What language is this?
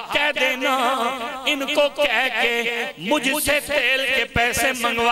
Urdu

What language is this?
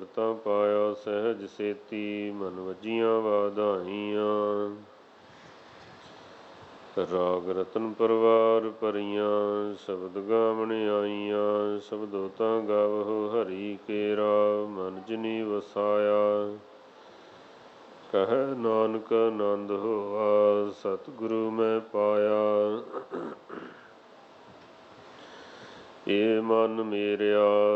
Punjabi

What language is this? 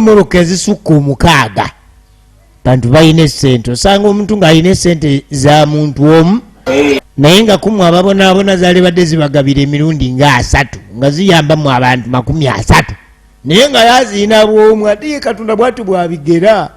Ganda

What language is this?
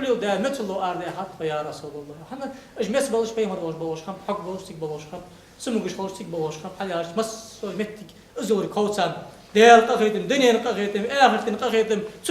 Ingush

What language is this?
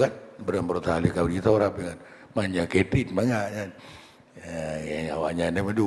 Achinese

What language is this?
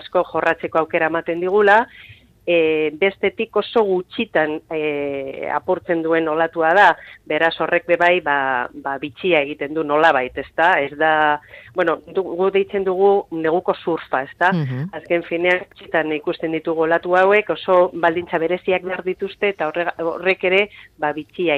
Basque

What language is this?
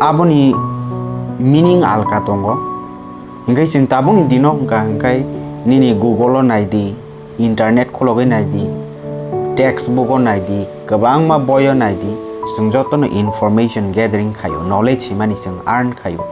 Kok Borok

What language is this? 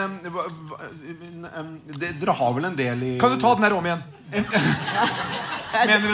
Norwegian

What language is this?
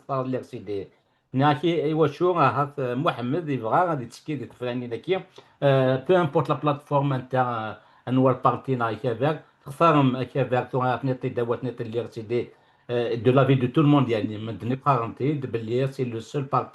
Kabyle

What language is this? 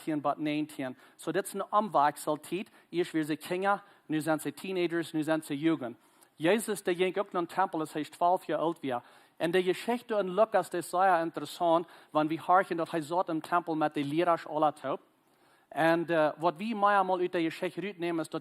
Plautdietsch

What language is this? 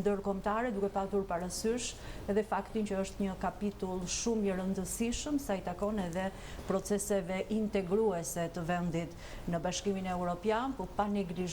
Albanian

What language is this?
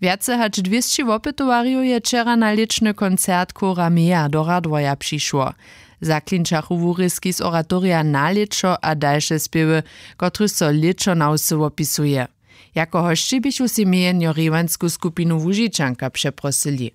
Upper Sorbian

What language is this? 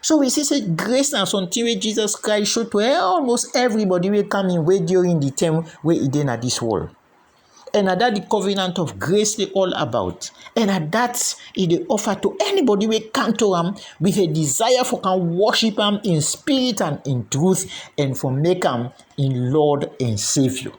Krio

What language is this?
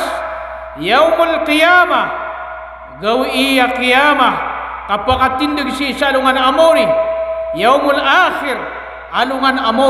Maranao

